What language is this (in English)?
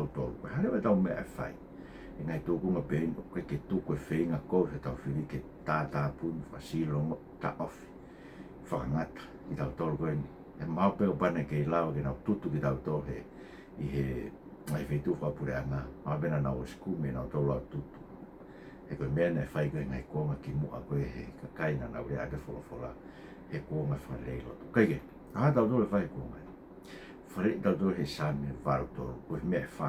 Tongan